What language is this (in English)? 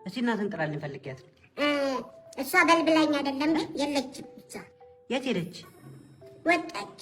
Amharic